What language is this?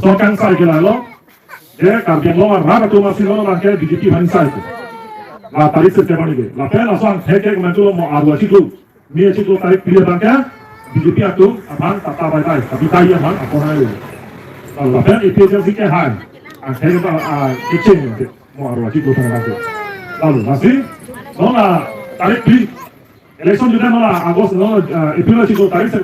Karbi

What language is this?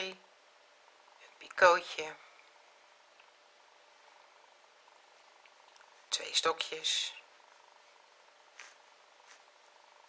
Dutch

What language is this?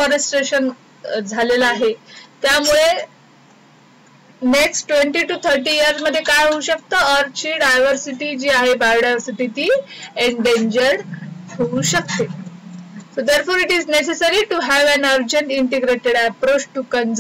Marathi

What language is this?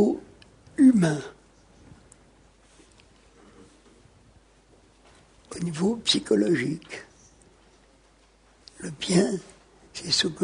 French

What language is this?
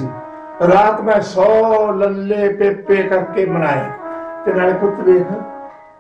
Punjabi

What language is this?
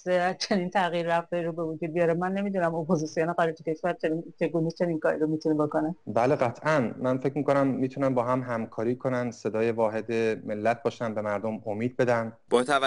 Persian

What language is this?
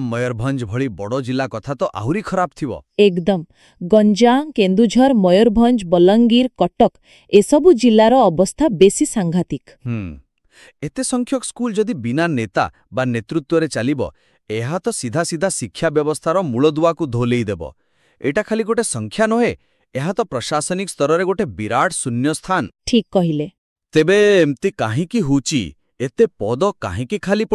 Odia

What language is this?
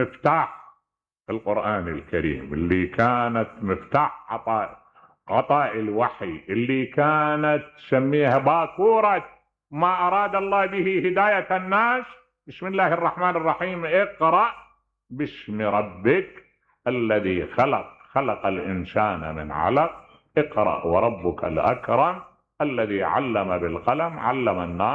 Mesopotamian Arabic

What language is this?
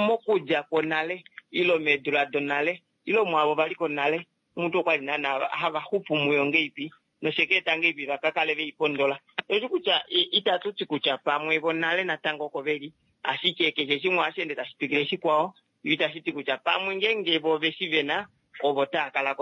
Kuanyama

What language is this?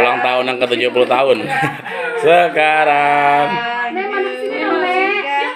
Betawi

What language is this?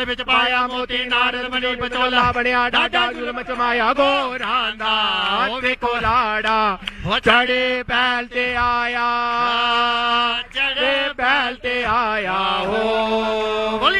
Hindi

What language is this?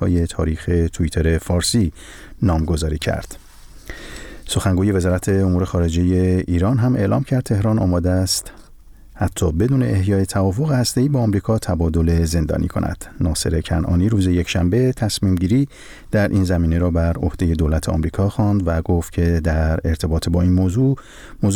Persian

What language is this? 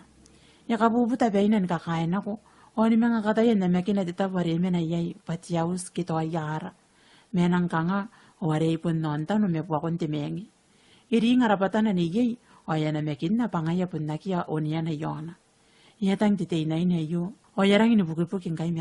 Gilbertese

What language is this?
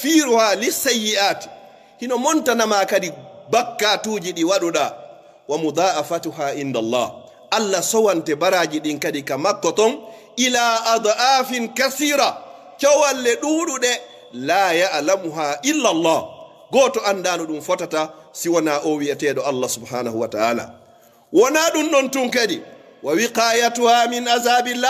Pular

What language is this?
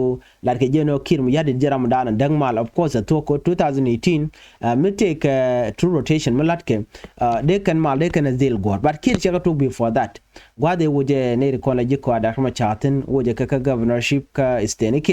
Nuer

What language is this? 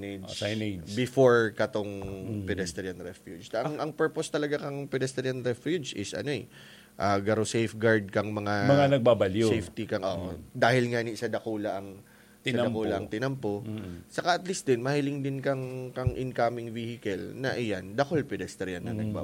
Bikol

